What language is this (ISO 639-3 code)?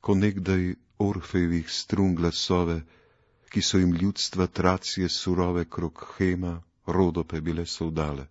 slv